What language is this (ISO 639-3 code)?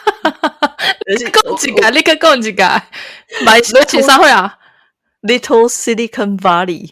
nan